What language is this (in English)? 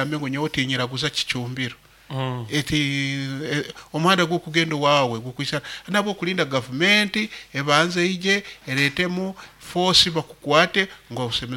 Nyoro